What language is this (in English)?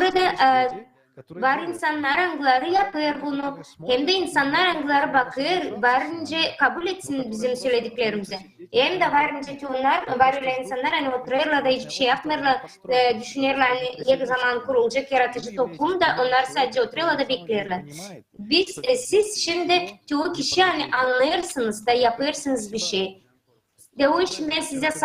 Gagauz